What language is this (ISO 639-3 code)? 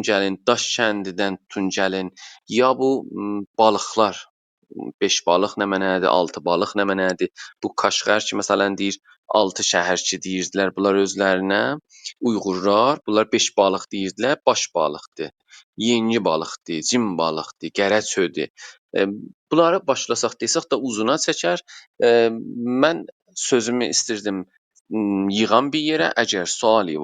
azb